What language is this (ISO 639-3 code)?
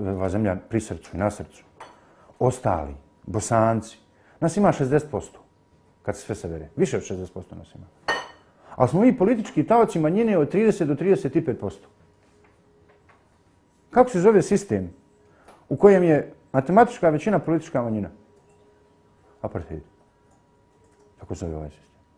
bos